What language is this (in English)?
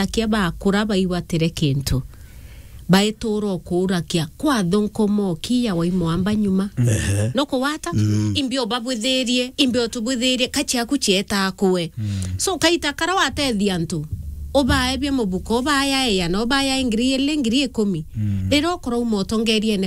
Meru